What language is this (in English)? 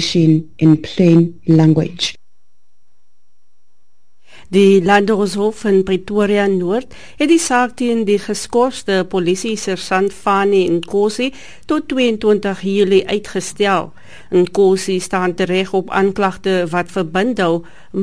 Afrikaans